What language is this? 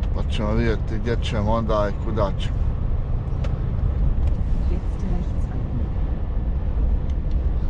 Croatian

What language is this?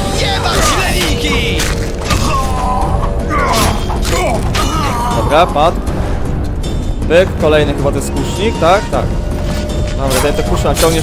Polish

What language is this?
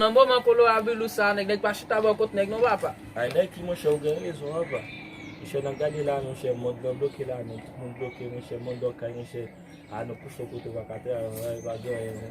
Haitian Creole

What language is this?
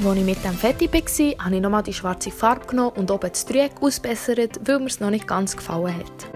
Swiss German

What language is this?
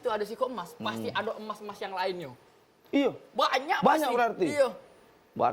Musi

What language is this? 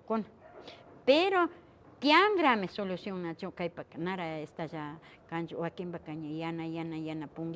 Imbabura Highland Quichua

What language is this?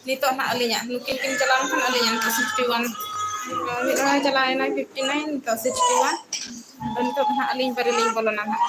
Santali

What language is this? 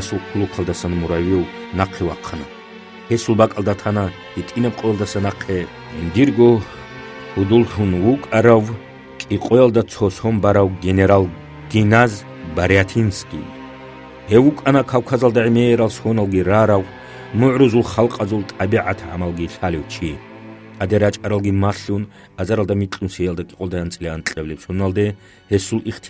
Avaric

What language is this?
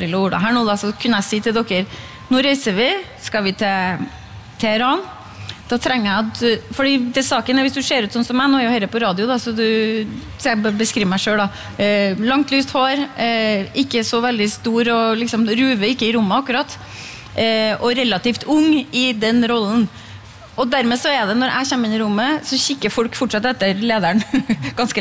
Norwegian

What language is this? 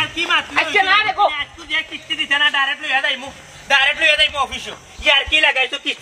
Sylheti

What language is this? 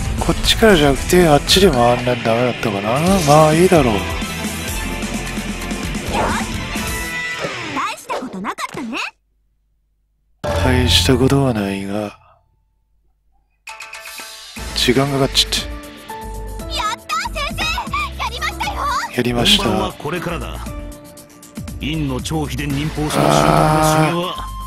Japanese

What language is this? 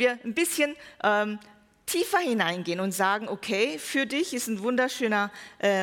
German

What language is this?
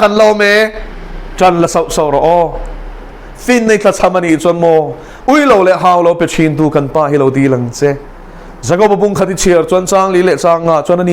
Mizo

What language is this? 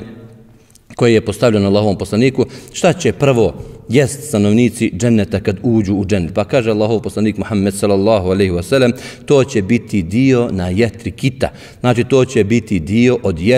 Bosnian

